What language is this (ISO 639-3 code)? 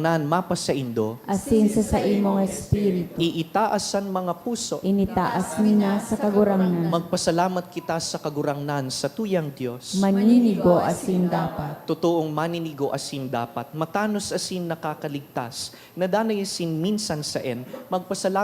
bik